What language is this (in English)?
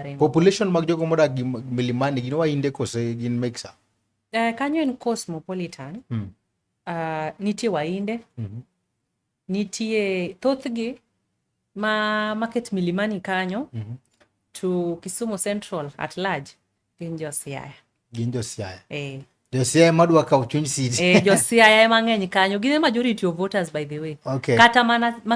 Luo (Kenya and Tanzania)